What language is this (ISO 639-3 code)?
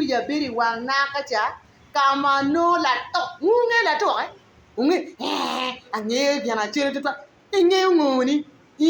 ach